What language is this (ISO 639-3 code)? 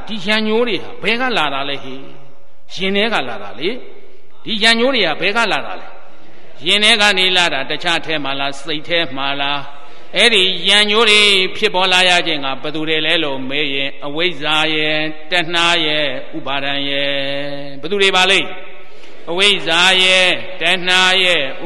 mya